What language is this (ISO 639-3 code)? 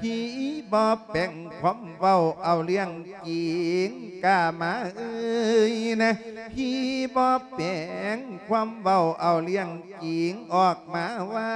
lao